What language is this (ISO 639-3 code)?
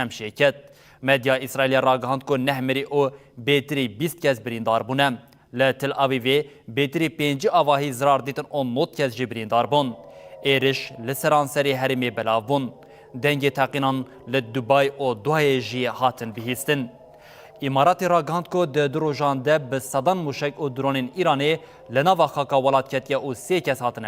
kur